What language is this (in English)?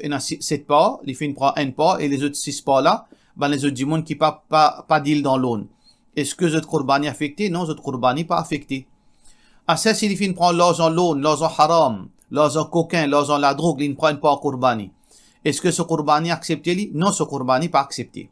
Morisyen